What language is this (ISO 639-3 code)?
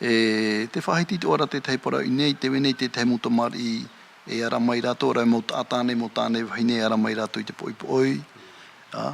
tah